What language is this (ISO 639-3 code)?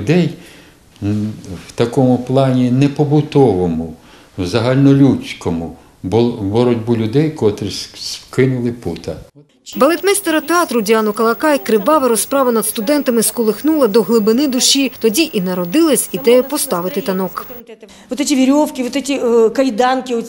ukr